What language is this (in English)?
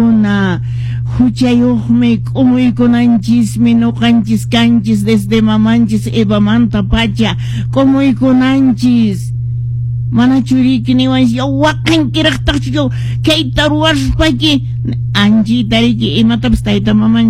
Quechua